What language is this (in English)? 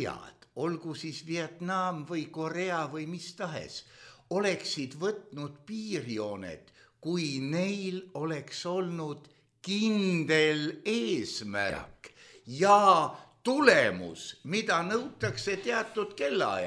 Estonian